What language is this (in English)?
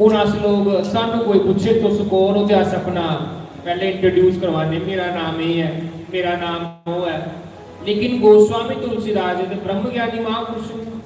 Dogri